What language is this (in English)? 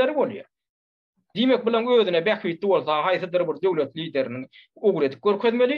Turkmen